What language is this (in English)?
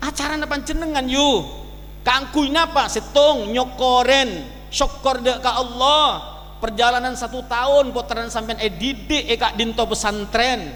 Madurese